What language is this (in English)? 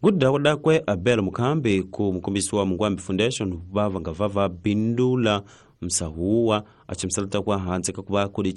Tsonga